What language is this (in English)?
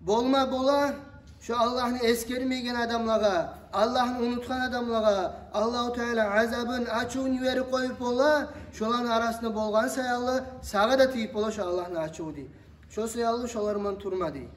Kumyk